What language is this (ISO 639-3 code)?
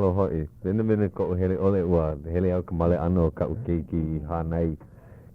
haw